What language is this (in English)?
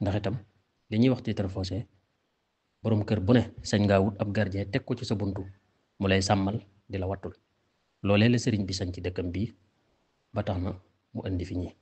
Wolof